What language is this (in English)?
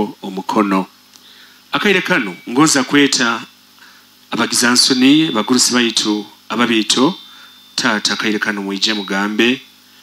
Nyoro